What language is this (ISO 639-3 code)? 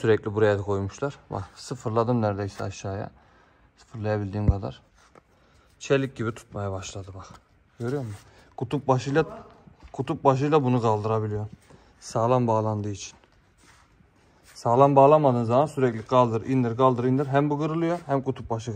tur